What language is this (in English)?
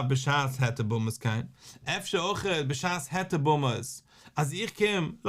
Yiddish